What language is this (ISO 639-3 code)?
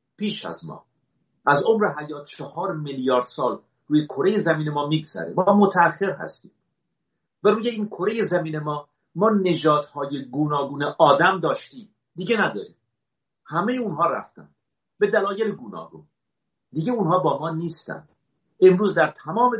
fas